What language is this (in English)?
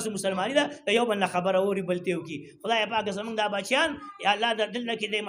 Pashto